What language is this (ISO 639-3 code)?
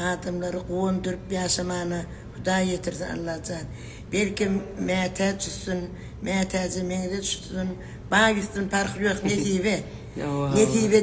tuk